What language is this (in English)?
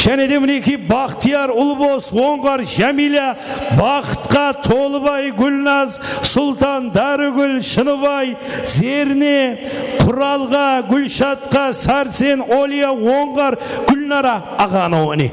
Kara-Kalpak